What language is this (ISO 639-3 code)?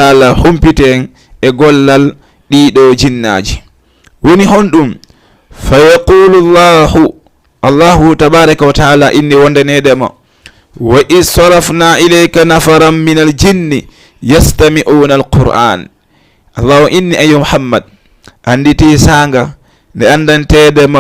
ful